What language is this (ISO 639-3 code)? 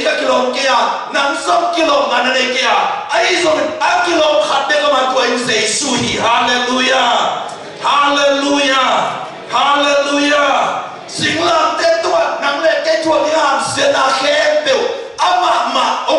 ctd